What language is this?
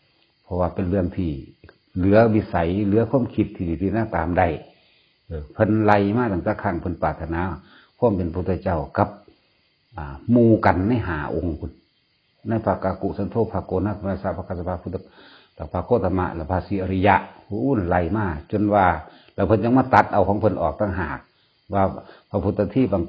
Northeastern Thai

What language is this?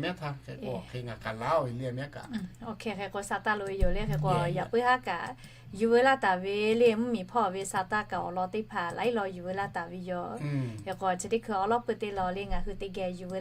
Lahu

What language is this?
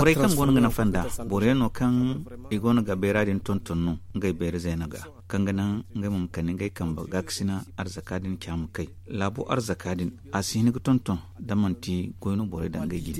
Zarma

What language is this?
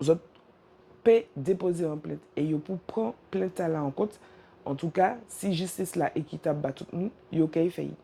Guadeloupean Creole French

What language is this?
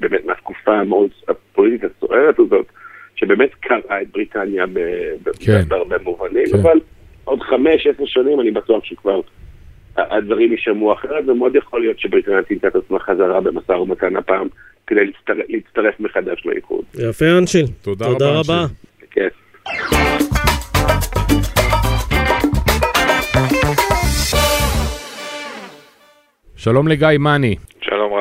Hebrew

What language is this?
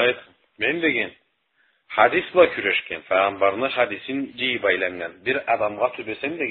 Karachay-Balkar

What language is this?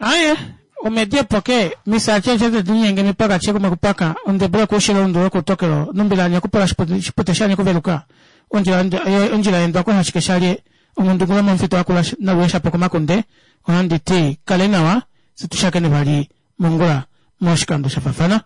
Kuanyama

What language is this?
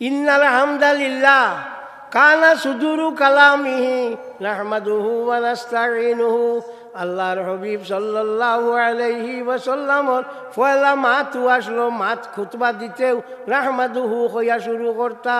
Sylheti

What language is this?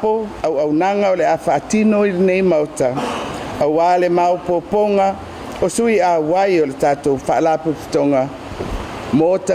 Samoan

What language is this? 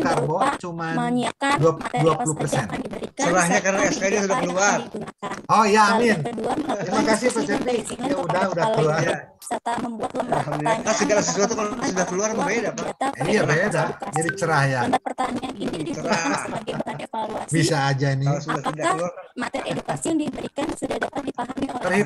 Indonesian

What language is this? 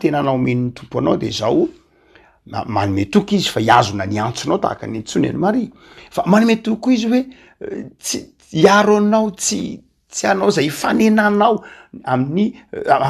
Malagasy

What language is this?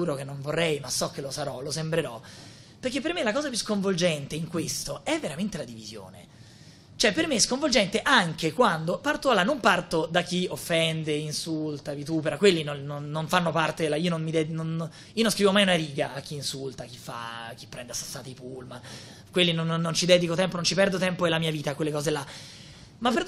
Italian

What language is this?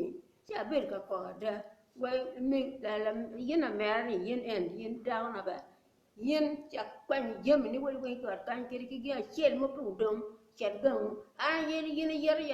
Acoli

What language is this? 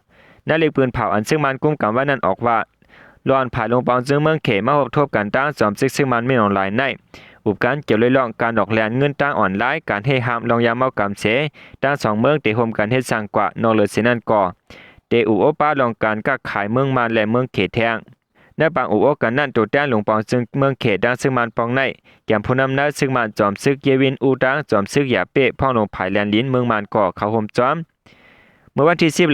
Shan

